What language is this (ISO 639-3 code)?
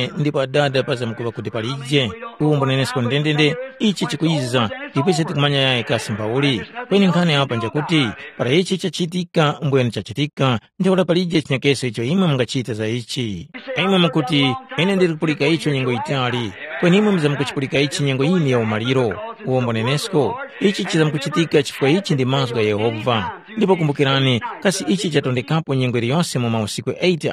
tum